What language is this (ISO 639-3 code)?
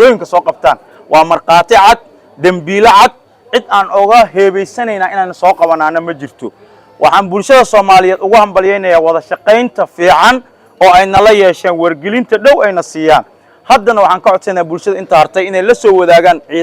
som